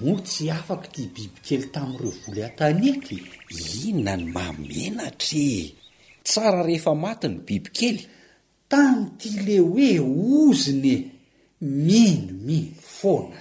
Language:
Malagasy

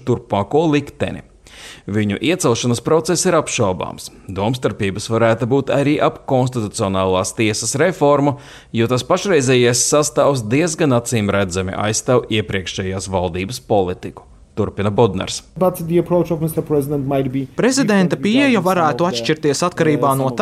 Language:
Latvian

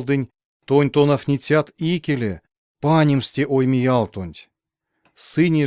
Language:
Erzya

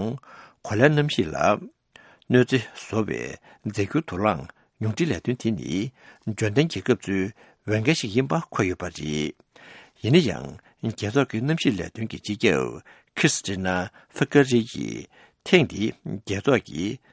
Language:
Tibetan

